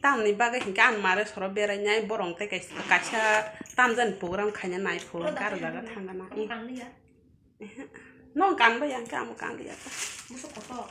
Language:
Kok Borok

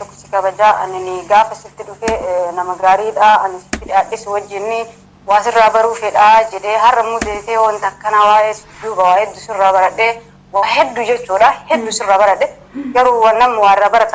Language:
Oromo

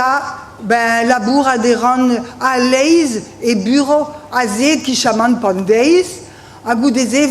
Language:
Breton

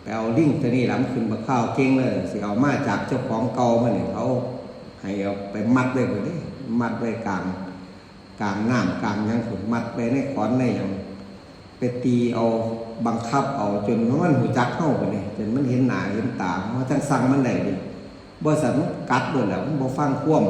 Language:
Northeastern Thai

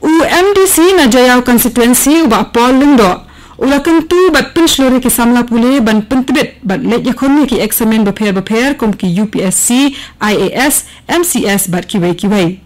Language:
Khasi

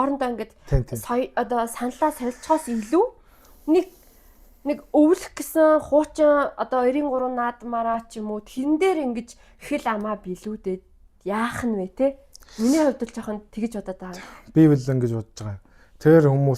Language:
Mongolian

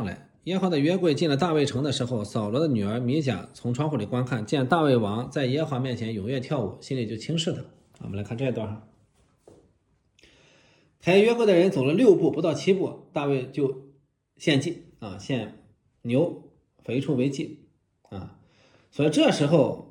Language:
Chinese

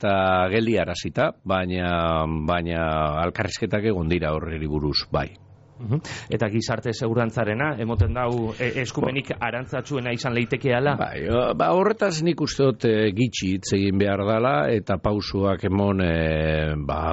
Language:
Basque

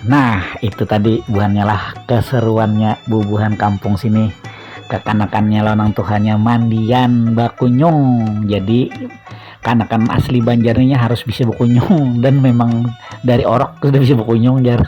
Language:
Banjar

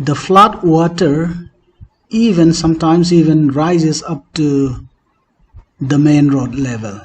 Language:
Paite Chin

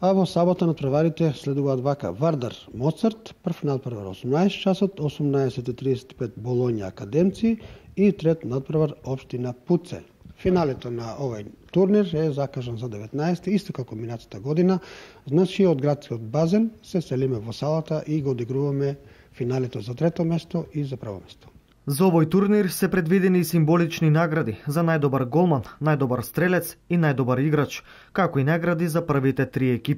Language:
Macedonian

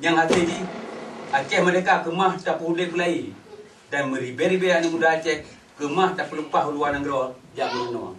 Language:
Achinese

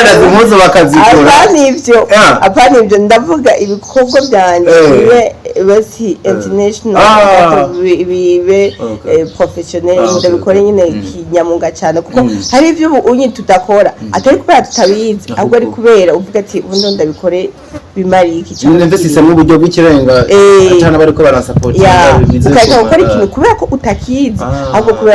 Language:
Rundi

